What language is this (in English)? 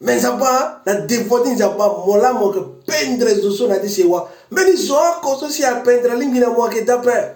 Sango